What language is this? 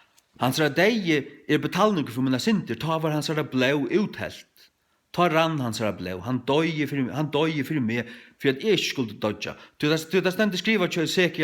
Faroese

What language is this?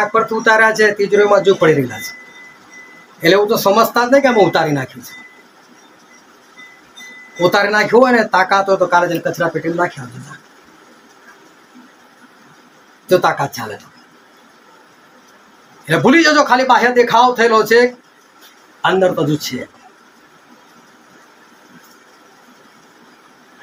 Gujarati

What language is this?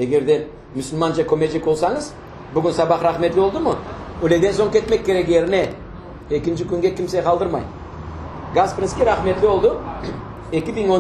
Crimean Tatar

